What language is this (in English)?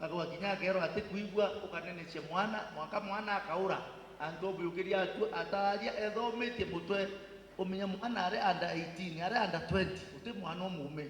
Meru